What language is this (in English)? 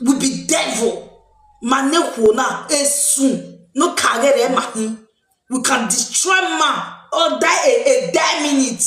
Nigerian Pidgin